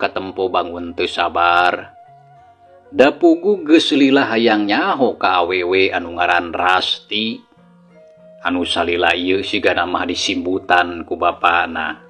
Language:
Sundanese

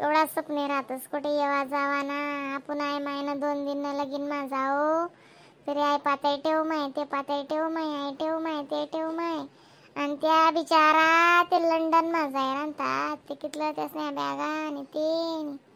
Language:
Khandesi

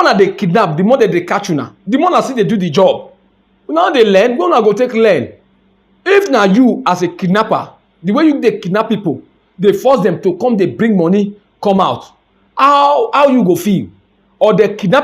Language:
Nigerian Pidgin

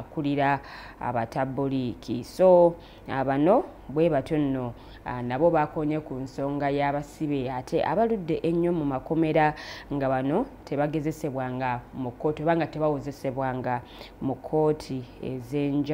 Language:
Ganda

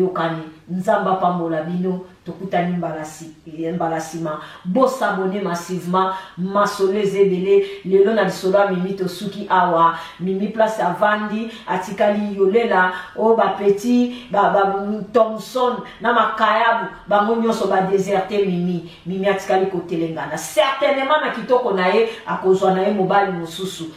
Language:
Lingala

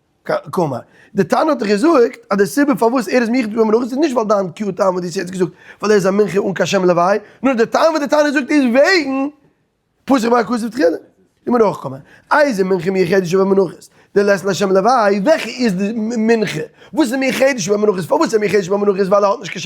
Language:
Yiddish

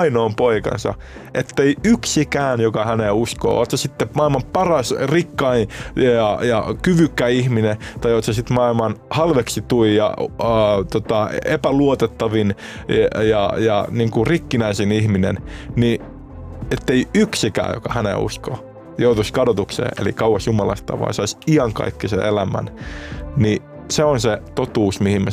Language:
Finnish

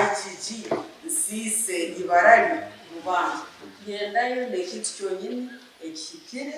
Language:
Nyankole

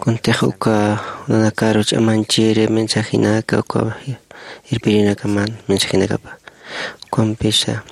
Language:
Aymara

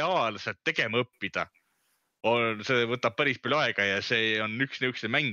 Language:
Estonian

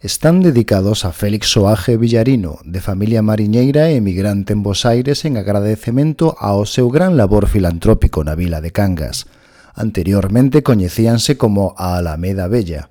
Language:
Galician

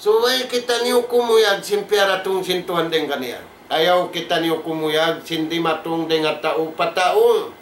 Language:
Tausug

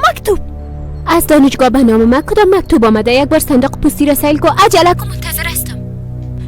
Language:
Persian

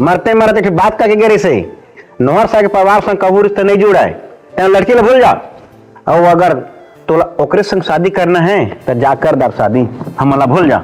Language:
Chhattisgarhi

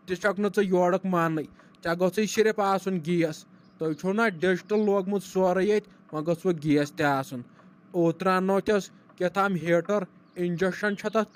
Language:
Kashmiri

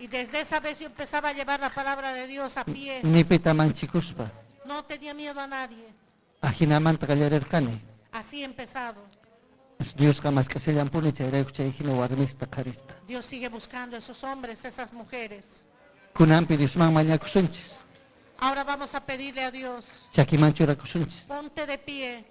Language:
Ayacucho Quechua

